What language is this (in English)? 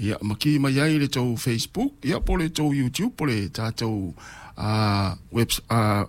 Samoan